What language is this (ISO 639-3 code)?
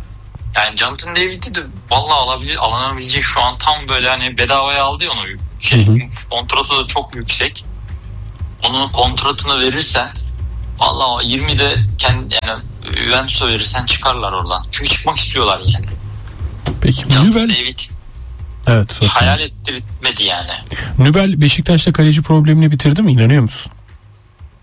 tur